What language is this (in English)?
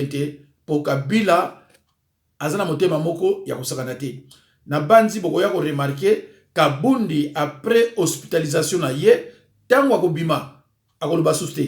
Lingala